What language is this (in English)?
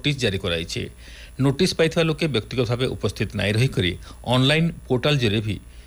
Odia